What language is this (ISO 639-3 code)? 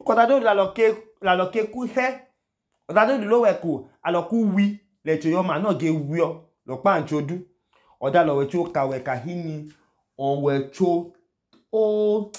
idu